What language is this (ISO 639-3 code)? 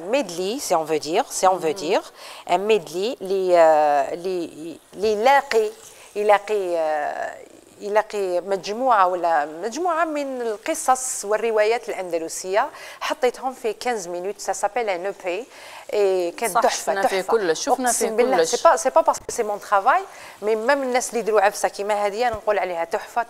arq